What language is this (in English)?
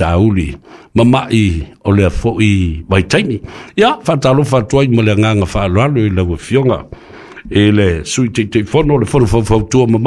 Samoan